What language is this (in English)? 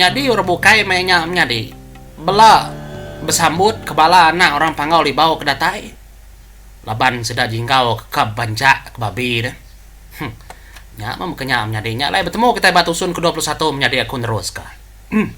Iban